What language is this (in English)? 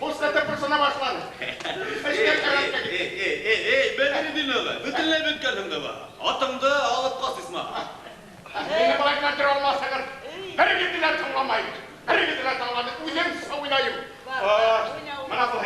Bashkir